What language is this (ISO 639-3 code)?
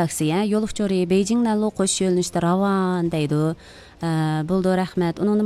uig